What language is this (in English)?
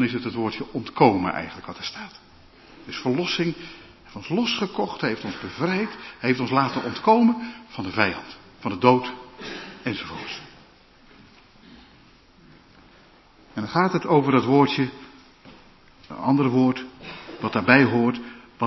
Dutch